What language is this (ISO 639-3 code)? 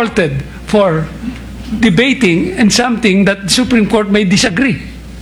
fil